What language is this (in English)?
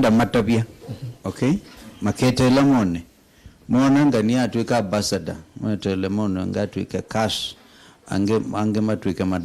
Kamba